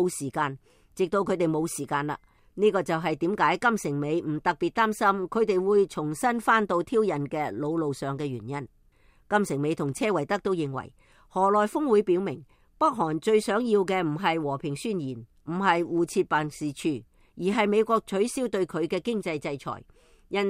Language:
Cantonese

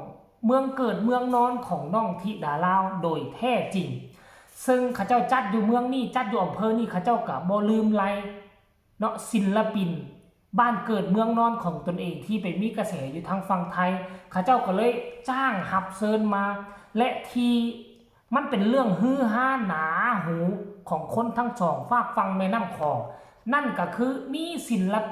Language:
Northeastern Thai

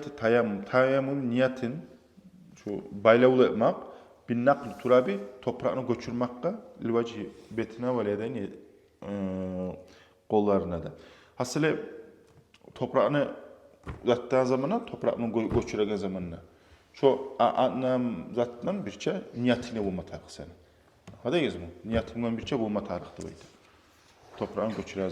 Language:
Kumyk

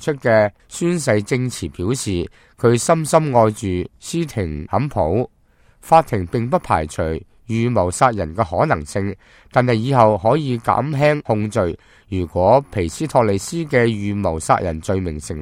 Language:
Cantonese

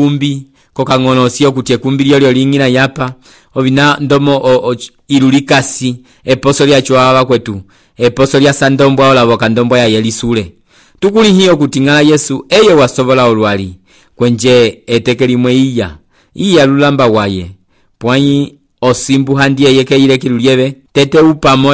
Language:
Umbundu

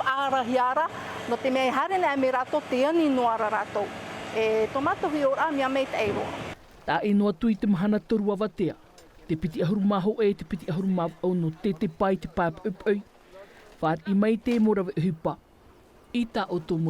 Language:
Tahitian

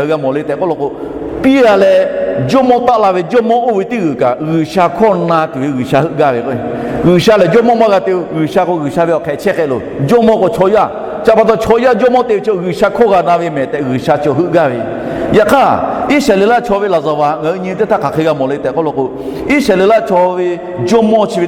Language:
Lahu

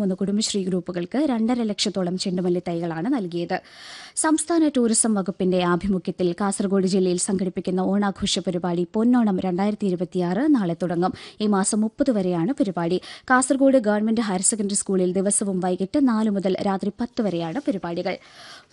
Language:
Malayalam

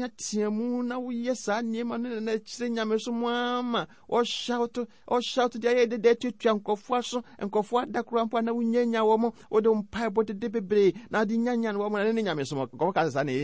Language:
Akan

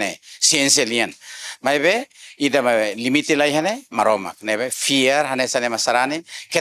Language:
Tetum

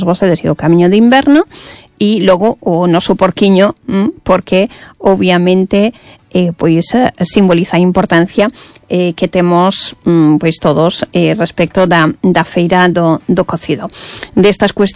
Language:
Galician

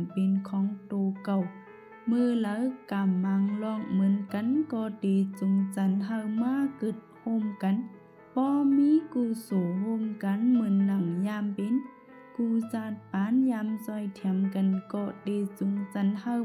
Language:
Shan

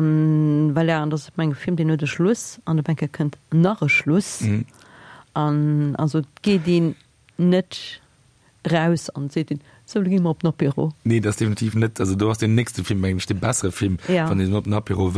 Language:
Luxembourgish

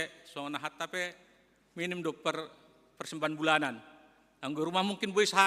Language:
Batak Simalungun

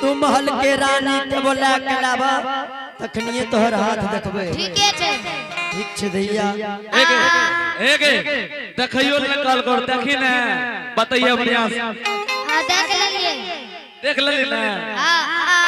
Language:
Angika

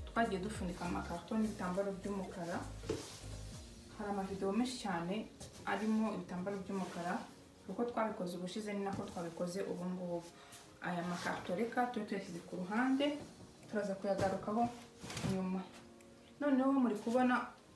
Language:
Kinyarwanda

